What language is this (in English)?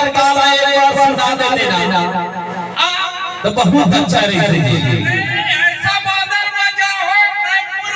Chhattisgarhi